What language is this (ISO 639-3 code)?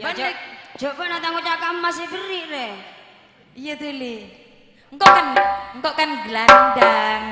mad